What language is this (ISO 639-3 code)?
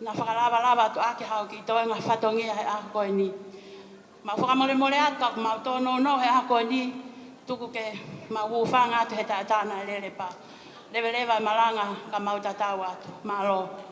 ton